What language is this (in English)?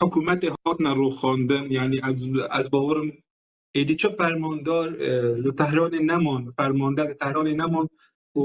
Kurdish